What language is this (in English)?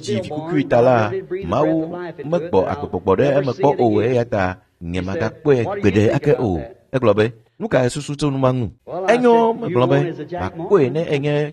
Ewe